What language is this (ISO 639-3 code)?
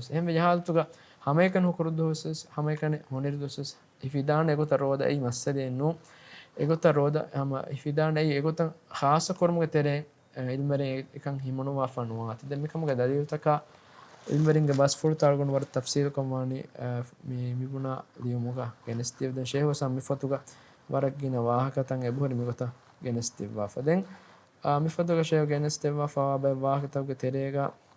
div